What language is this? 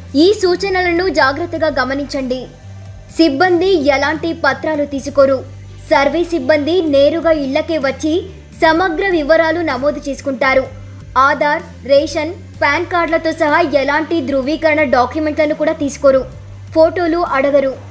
Telugu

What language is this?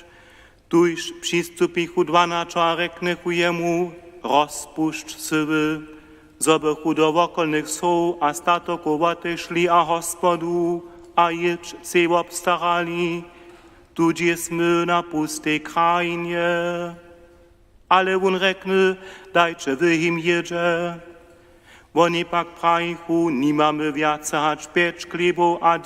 Upper Sorbian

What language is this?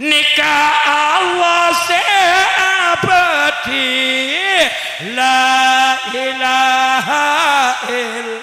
Madurese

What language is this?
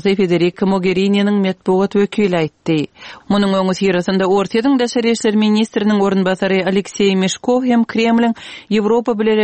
Turkmen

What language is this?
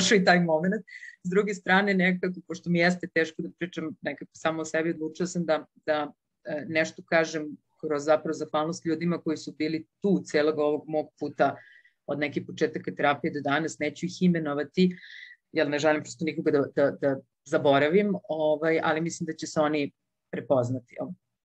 Serbian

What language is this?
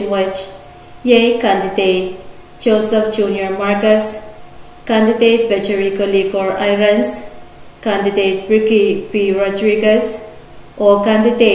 Pohnpeian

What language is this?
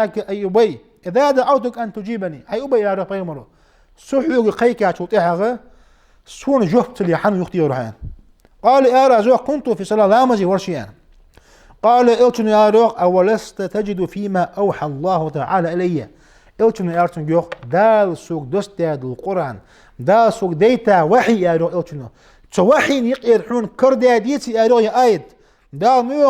Ingush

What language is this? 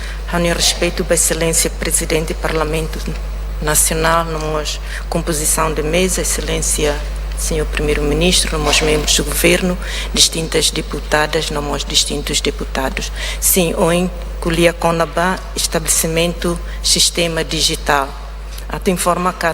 Tetum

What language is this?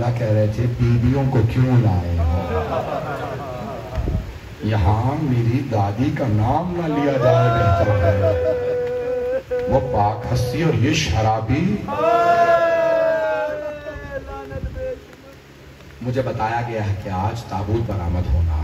Urdu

